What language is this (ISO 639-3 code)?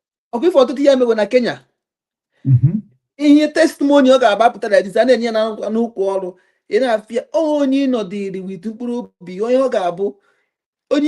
ibo